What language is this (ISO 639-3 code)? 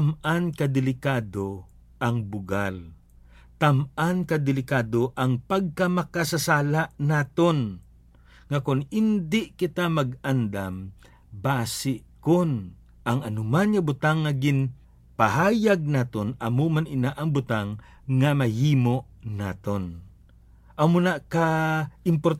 hil